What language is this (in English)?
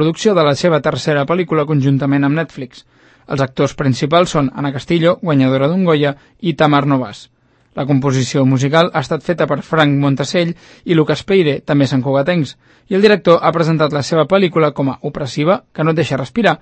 Catalan